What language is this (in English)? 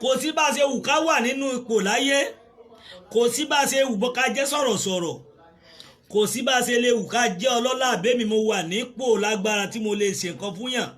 Yoruba